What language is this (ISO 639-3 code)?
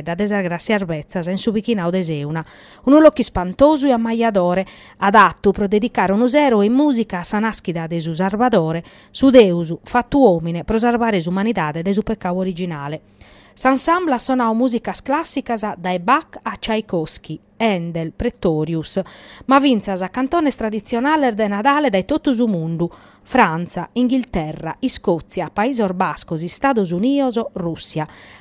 srd